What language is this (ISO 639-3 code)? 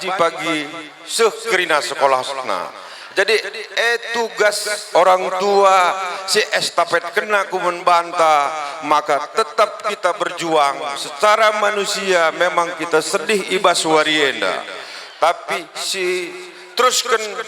btx